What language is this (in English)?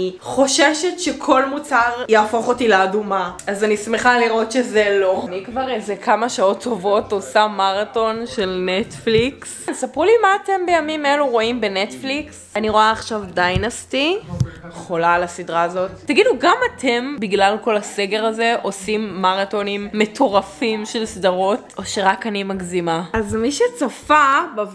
Hebrew